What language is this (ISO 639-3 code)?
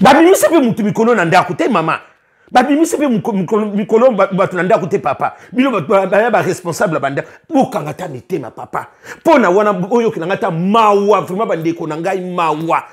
lin